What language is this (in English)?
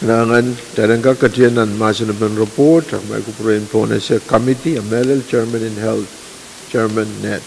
Pohnpeian